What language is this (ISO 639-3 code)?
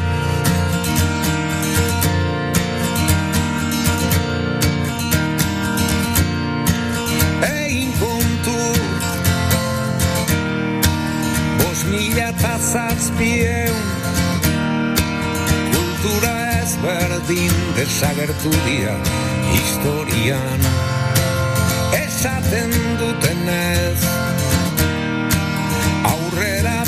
eus